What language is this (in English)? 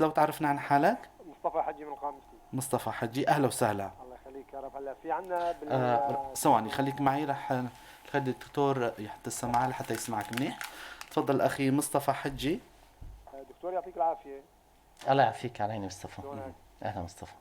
North Levantine Arabic